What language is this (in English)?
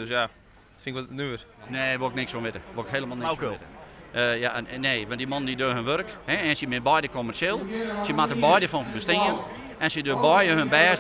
Western Frisian